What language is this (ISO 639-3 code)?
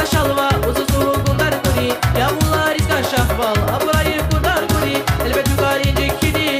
tab